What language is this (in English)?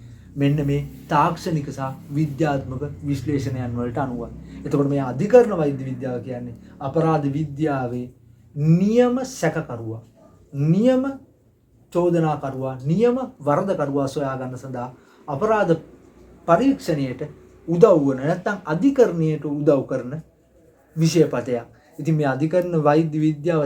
Sinhala